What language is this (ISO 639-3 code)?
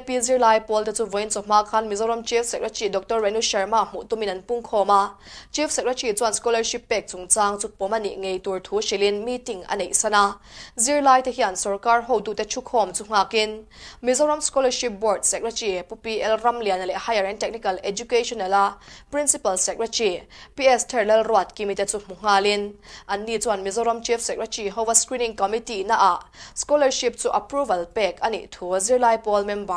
lus